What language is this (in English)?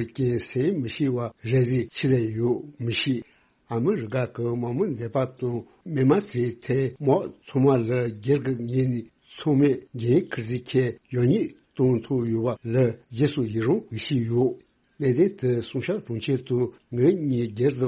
Tibetan